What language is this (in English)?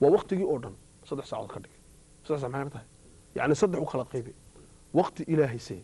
Somali